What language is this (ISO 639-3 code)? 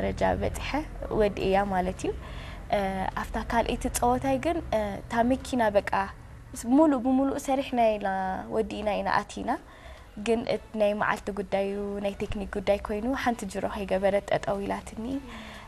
tir